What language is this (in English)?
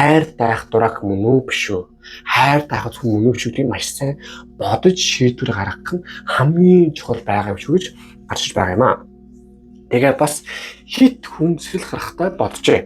Mongolian